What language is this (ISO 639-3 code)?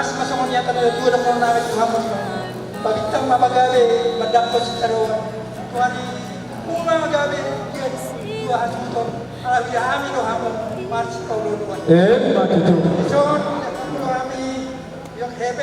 bbc